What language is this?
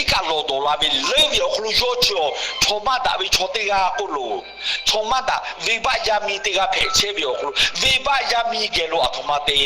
Lahu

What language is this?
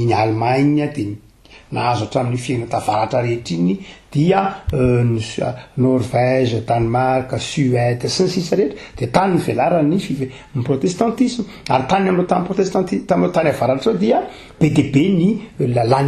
Malagasy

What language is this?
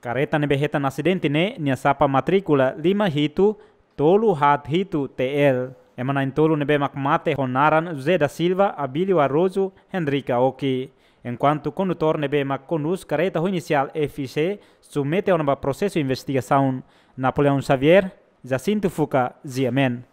Tetum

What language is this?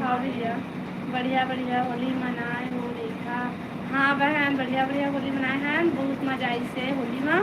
Chhattisgarhi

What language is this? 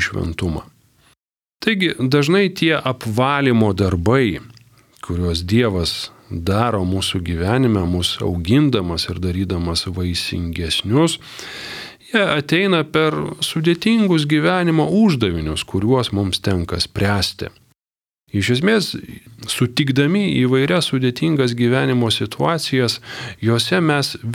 Lithuanian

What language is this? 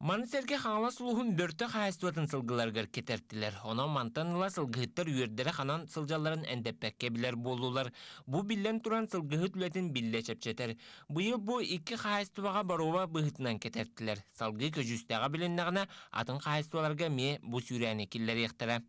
Yakut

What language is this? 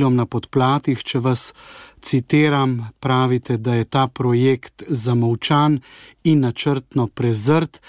Slovenian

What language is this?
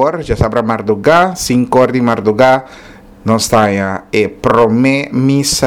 Papiamento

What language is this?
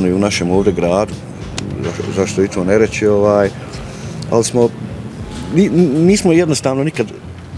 Bosnian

